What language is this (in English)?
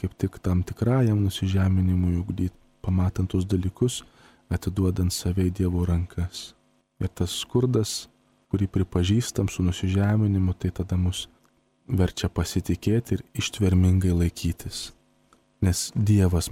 Lithuanian